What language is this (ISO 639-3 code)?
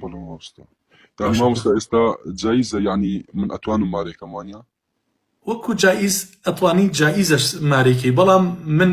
ckb